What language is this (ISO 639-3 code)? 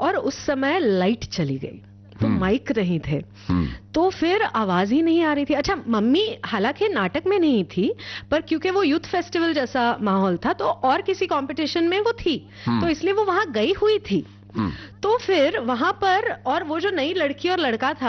hin